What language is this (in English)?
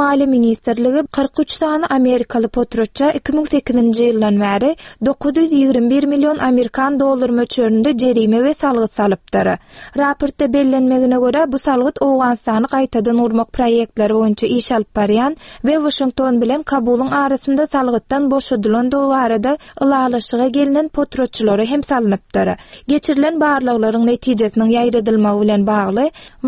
Turkmen